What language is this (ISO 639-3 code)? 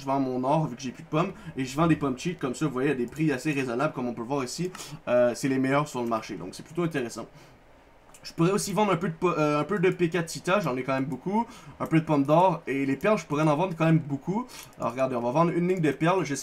fra